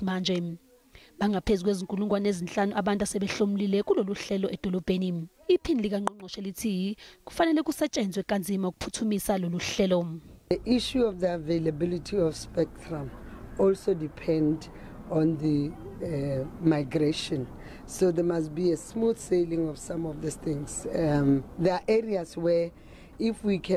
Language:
Zulu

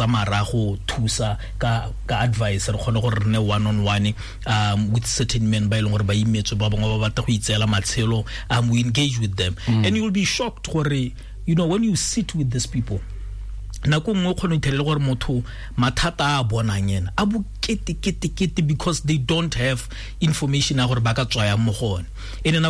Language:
Tswana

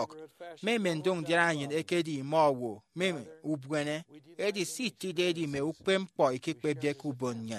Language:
Efik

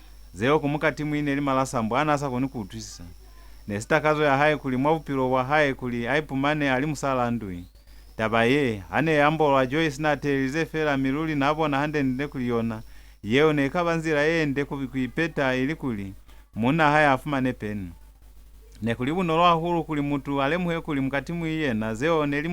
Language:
Lozi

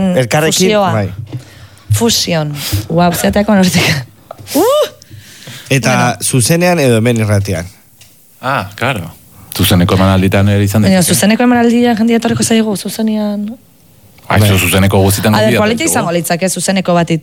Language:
Basque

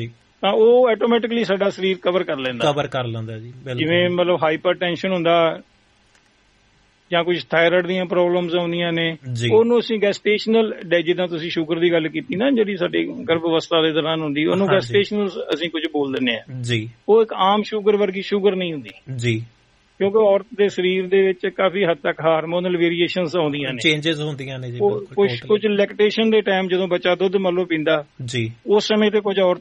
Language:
Punjabi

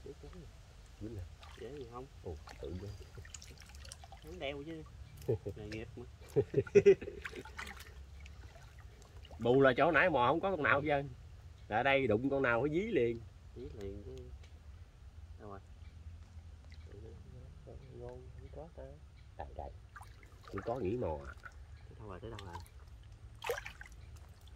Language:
Vietnamese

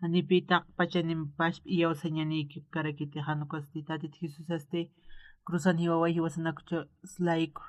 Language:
Aymara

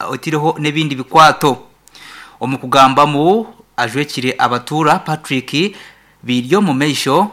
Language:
Nyankole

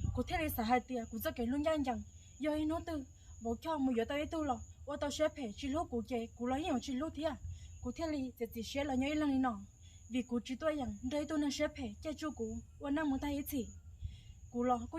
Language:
Hmong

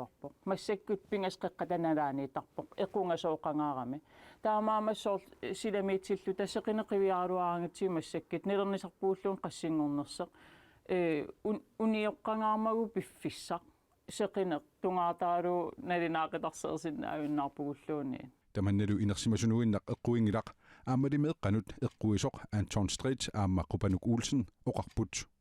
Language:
Kalaallisut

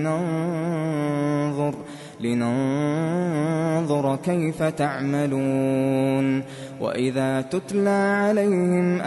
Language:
Arabic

